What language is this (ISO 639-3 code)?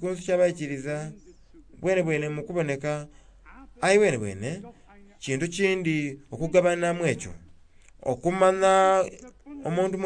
xog